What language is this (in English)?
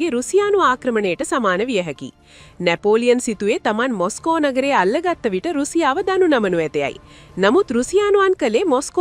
Sinhala